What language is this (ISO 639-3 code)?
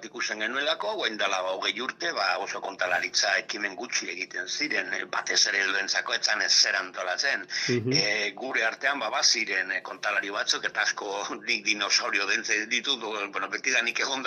eus